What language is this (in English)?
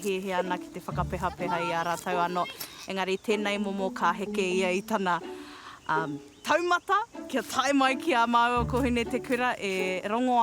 Māori